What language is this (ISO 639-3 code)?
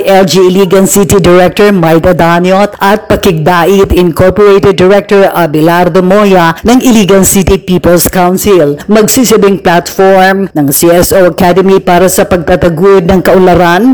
fil